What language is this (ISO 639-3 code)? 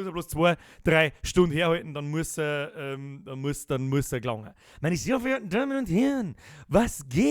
bar